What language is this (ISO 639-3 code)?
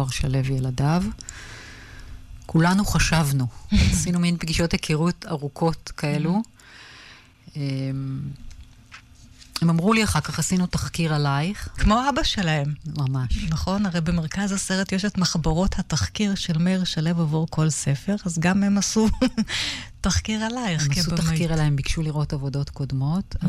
heb